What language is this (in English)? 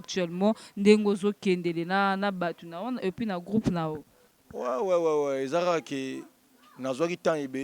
Lingala